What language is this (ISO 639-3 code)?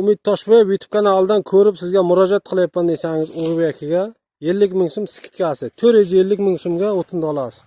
uzb